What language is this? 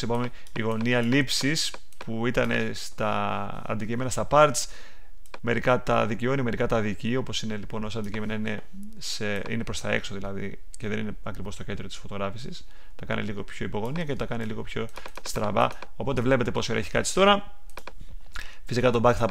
Greek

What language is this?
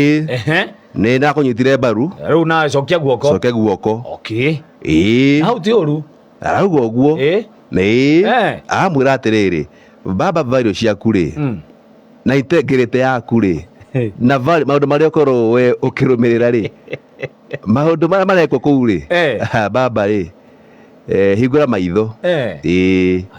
Kikuyu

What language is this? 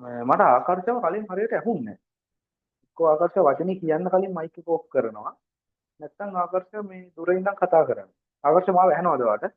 Sinhala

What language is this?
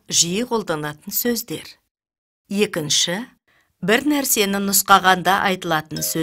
Kazakh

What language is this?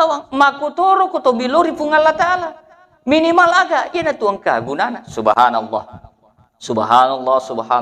Buginese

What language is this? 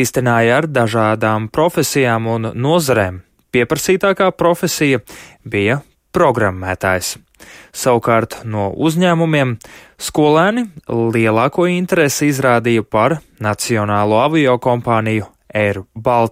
Latvian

